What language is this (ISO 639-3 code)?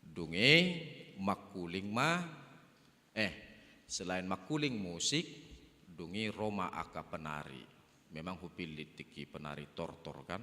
bbc